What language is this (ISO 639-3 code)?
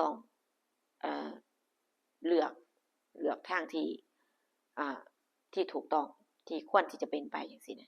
tts